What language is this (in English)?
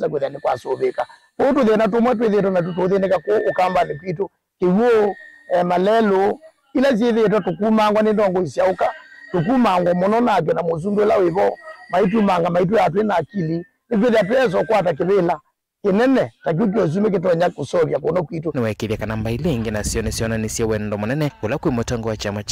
Kamba